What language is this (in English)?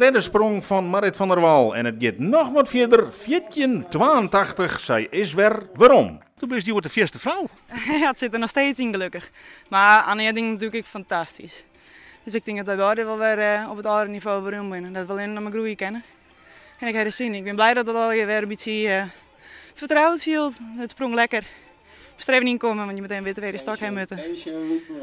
Western Frisian